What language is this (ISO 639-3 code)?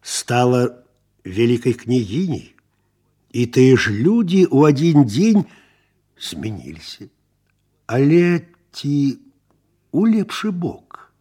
bel